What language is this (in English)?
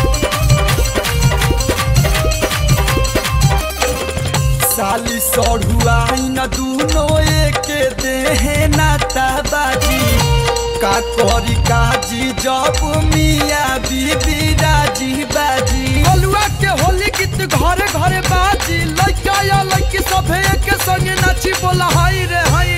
Bhojpuri